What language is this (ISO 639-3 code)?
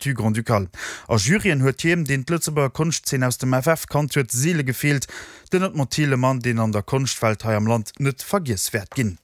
ltz